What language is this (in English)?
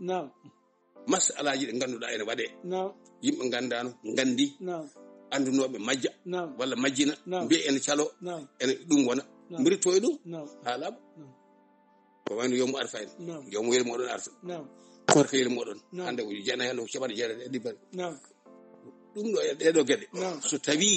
Fula